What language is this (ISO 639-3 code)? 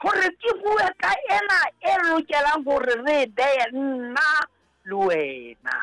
sot